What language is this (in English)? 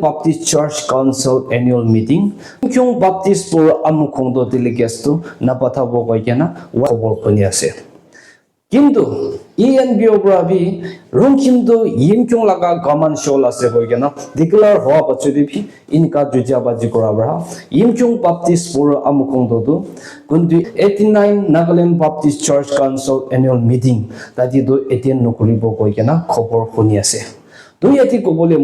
Naga Pidgin